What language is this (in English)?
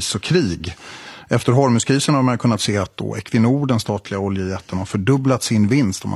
Swedish